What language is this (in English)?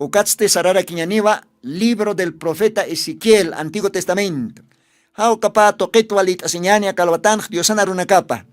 Aymara